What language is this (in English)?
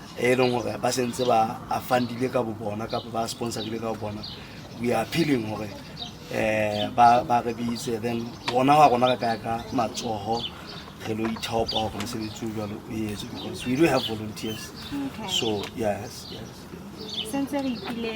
Southern Sotho